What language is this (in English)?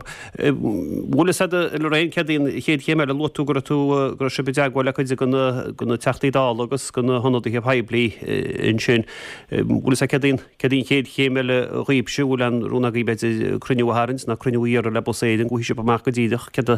Irish